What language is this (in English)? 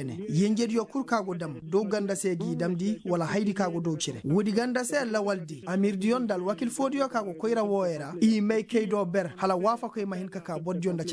Koyraboro Senni